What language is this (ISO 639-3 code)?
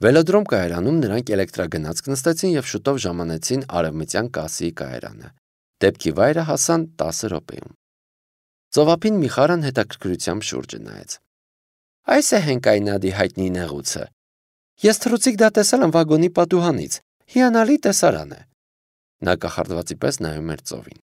hye